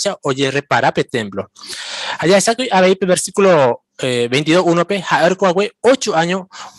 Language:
Guarani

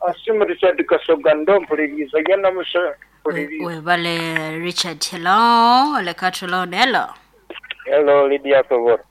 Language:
Nyoro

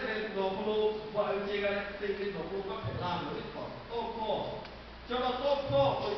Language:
Lahu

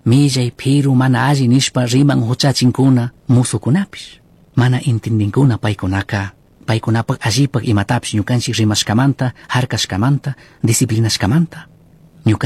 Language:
Chimborazo Highland Quichua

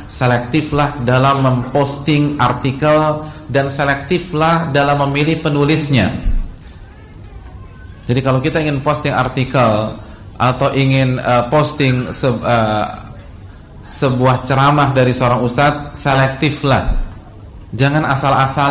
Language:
Indonesian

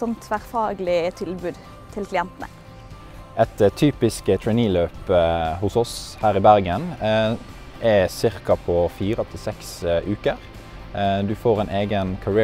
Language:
Norwegian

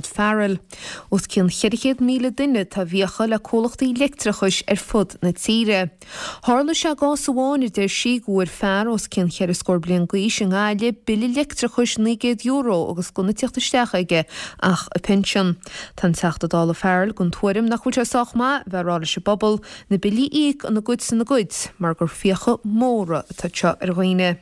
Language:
Irish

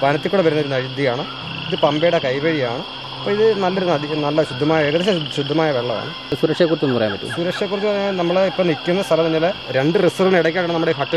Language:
Malayalam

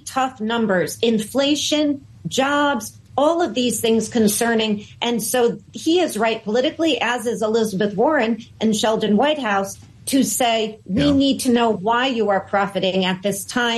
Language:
English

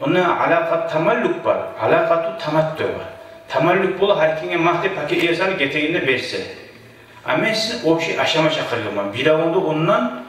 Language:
Kumyk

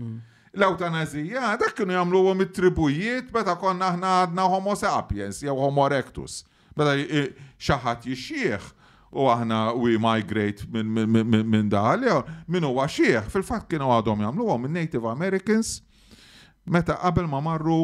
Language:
Maltese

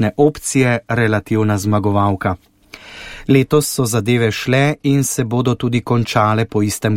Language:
Slovenian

